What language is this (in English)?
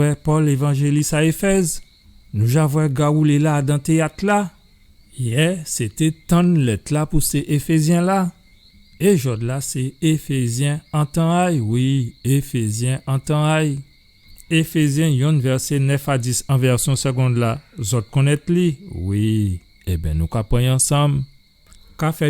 Guadeloupean Creole French